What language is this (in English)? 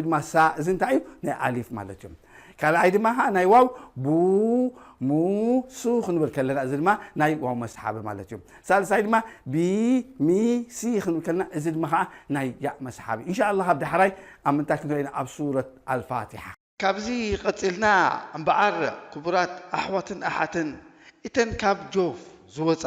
Tigrinya